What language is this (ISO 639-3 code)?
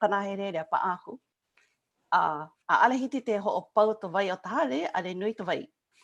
haw